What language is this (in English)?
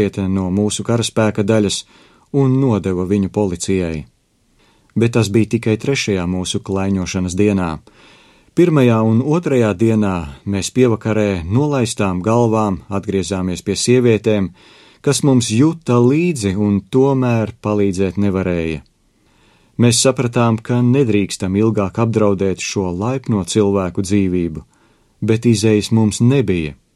Latvian